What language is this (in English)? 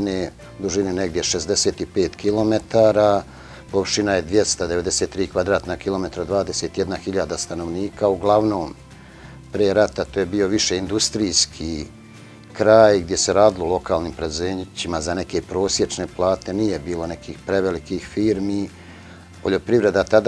Bosnian